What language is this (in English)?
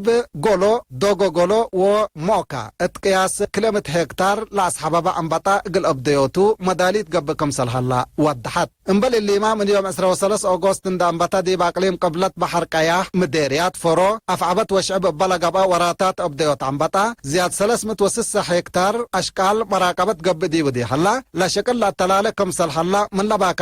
Tigre